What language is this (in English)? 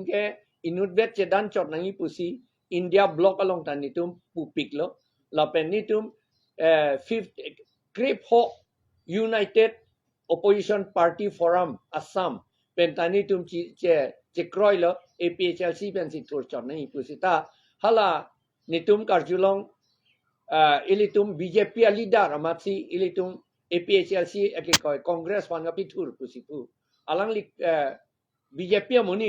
Karbi